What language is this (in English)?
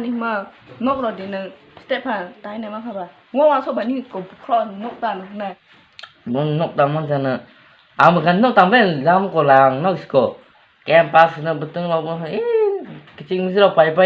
Kok Borok